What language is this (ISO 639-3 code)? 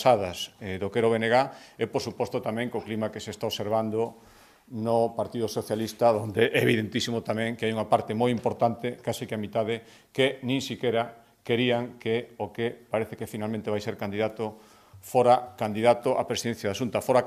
glg